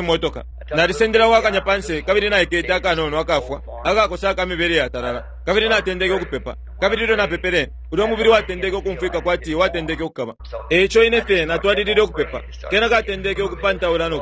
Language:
Bemba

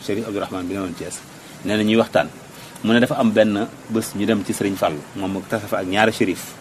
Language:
Wolof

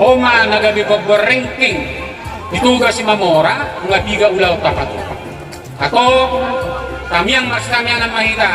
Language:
Batak Toba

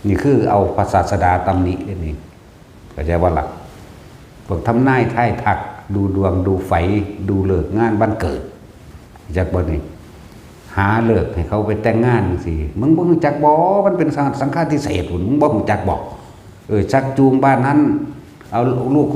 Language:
Northeastern Thai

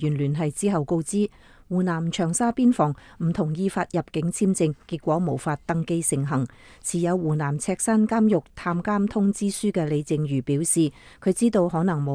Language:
Cantonese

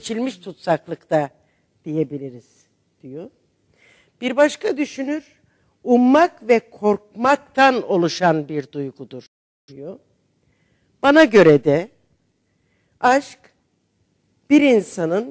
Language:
Turkish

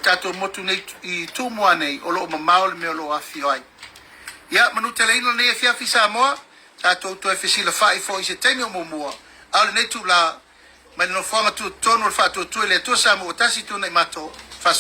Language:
Samoan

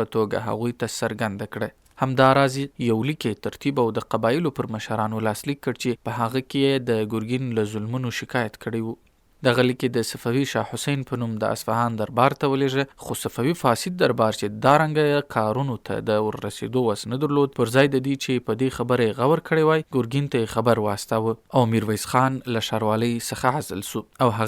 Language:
Pashto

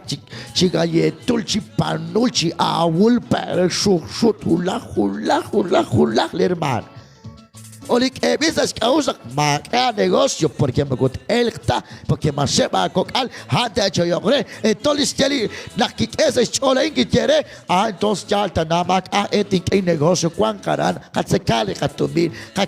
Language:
Kekchí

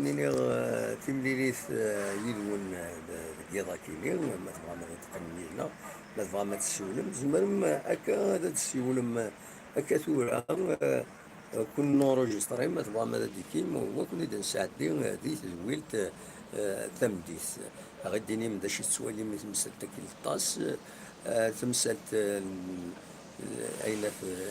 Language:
Kabyle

